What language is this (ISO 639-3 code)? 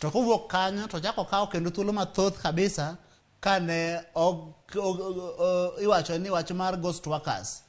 luo